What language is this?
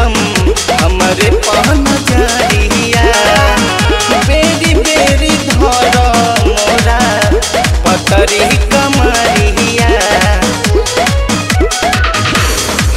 Bhojpuri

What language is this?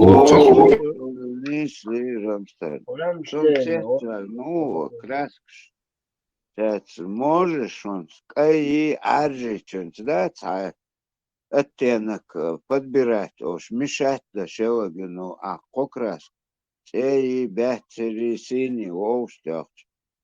Chechen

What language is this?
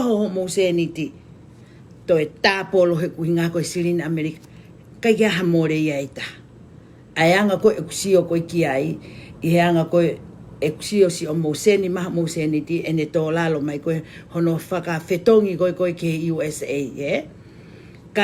Tongan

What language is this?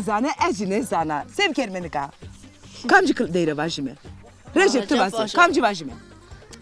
Zaza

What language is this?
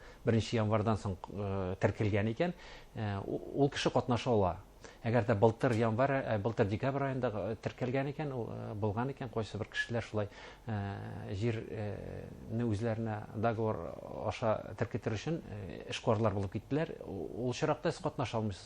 Bashkir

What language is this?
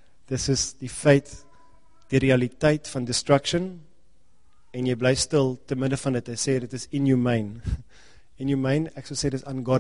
Afrikaans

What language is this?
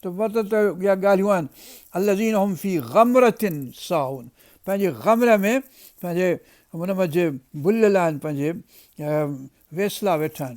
Sindhi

